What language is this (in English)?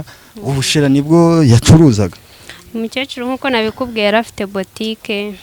Kinyarwanda